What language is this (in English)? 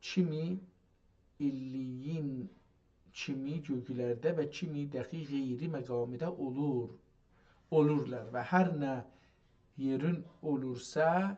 South Azerbaijani